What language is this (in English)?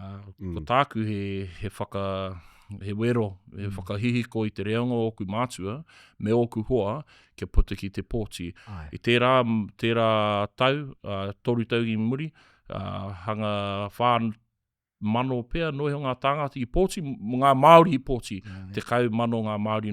Māori